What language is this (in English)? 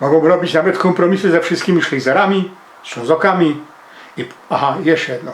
Silesian